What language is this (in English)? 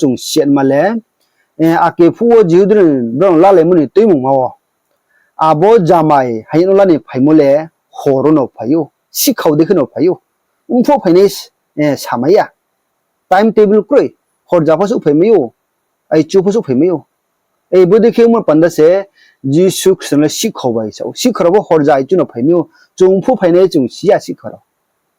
Riang (India)